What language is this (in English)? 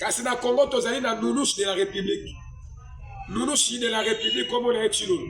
Lingala